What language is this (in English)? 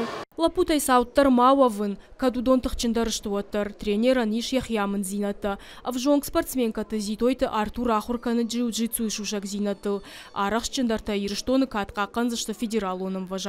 Ossetic